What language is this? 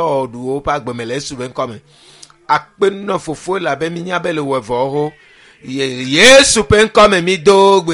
Ewe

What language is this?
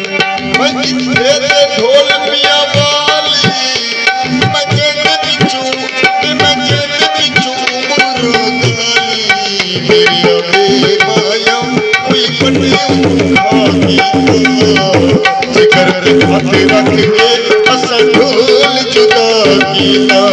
Saraiki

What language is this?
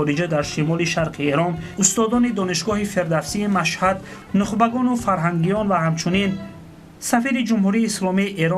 Tajik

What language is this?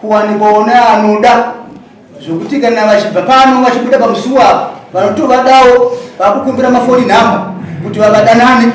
Shona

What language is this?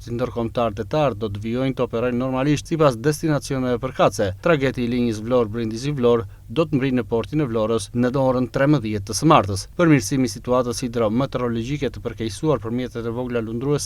Albanian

